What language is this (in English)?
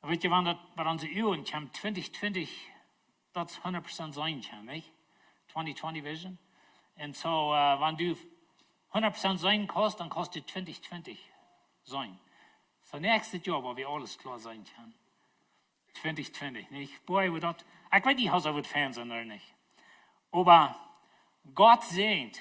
Plautdietsch